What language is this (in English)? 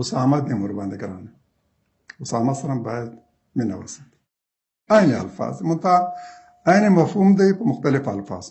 Pashto